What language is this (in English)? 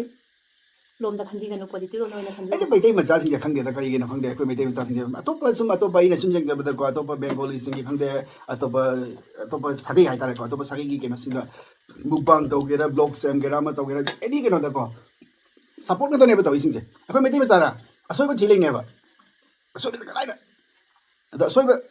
Manipuri